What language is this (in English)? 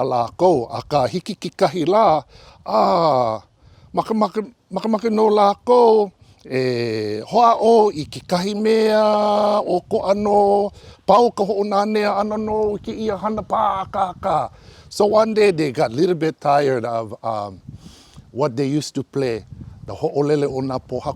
Hawaiian